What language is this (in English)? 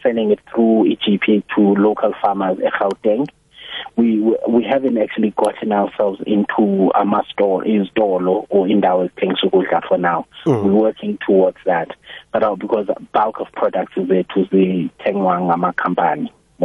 South Ndebele